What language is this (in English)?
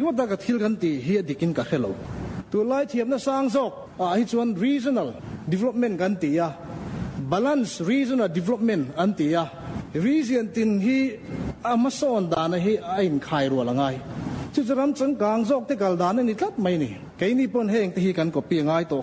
Mizo